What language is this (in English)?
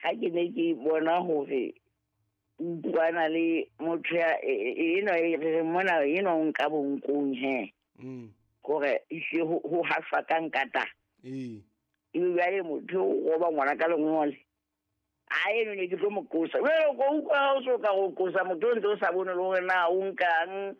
Southern Sotho